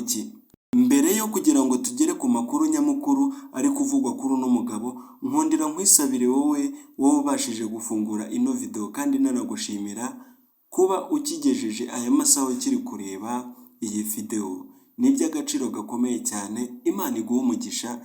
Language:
Kinyarwanda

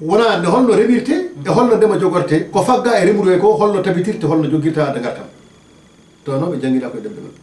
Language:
Fula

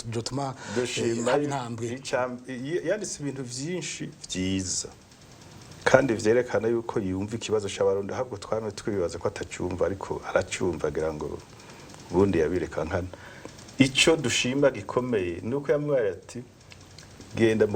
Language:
Rundi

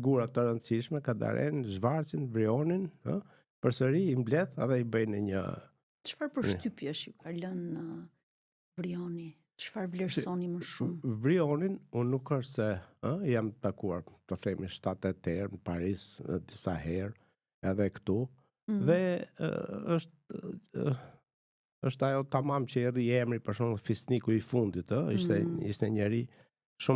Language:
Albanian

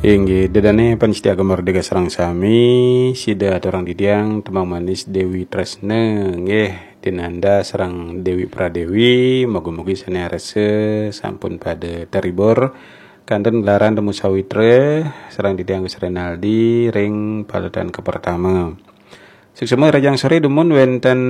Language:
Balinese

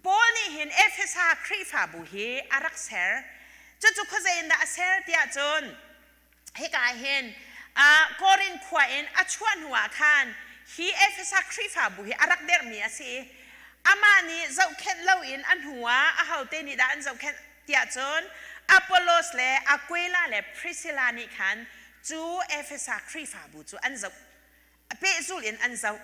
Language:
Hakha Chin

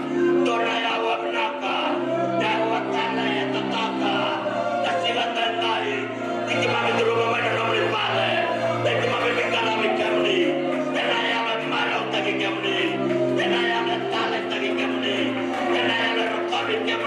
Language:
Fijian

